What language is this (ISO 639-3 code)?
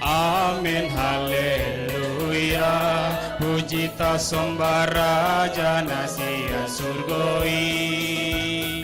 bbc